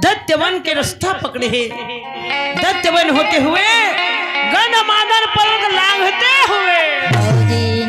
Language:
Chhattisgarhi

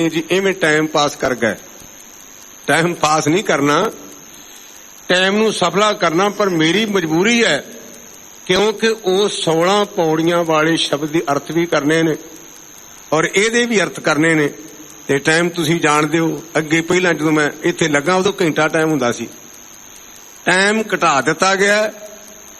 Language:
Punjabi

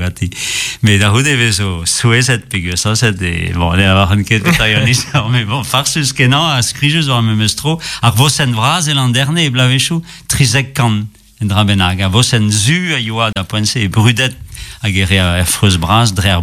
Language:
Breton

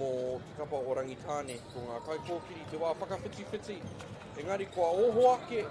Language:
Māori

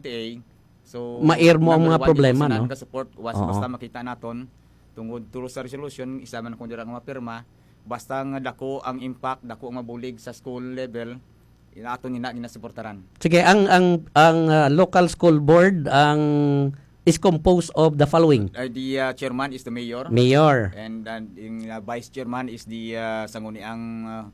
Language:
Hiligaynon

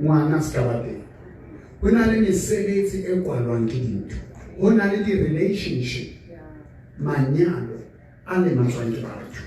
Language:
Southern Sotho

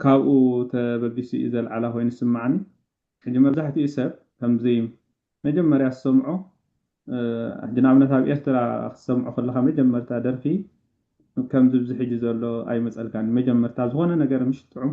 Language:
Tigrinya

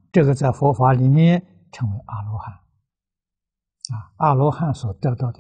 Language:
Chinese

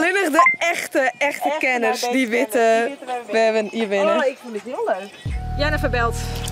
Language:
Western Frisian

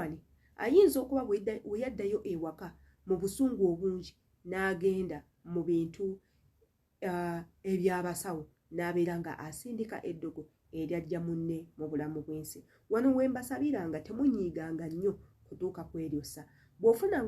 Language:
Ganda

